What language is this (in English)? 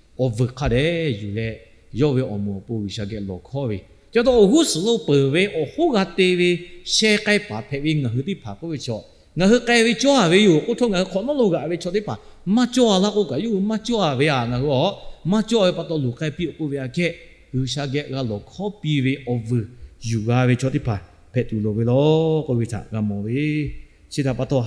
Lahu